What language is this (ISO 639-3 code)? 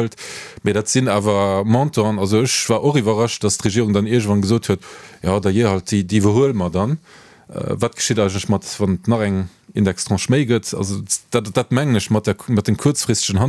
ltz